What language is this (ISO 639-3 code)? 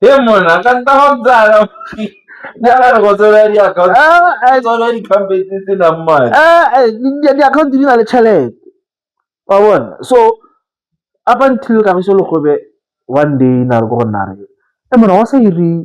tsn